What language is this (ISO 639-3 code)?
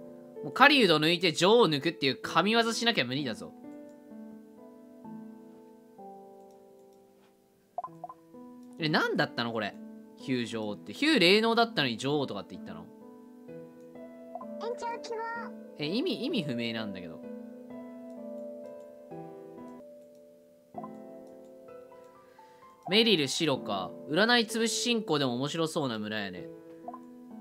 jpn